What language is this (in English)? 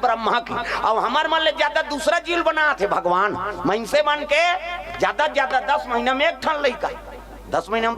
Chhattisgarhi